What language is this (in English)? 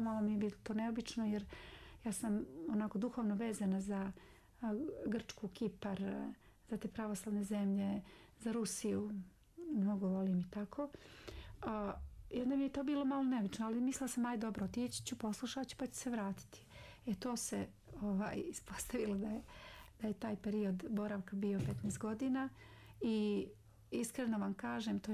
Serbian